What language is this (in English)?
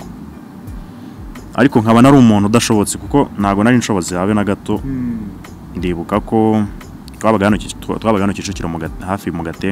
Kinyarwanda